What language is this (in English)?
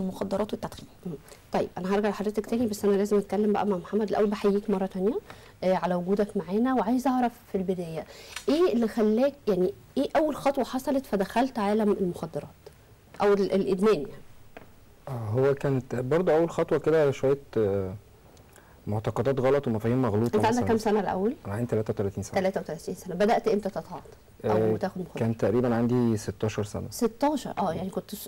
Egyptian Arabic